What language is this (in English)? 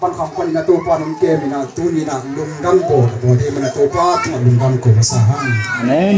Tedim Chin